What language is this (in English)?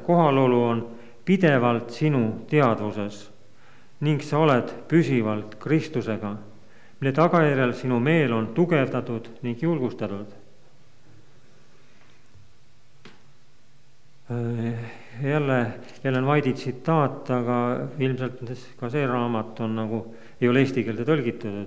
Estonian